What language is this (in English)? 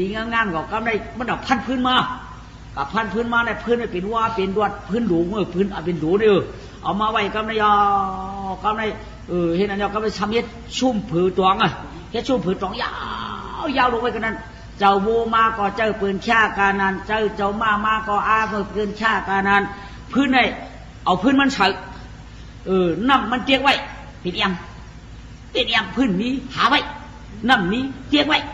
Shan